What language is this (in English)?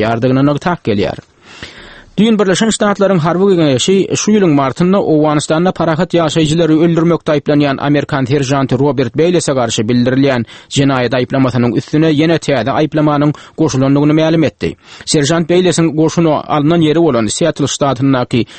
Turkmen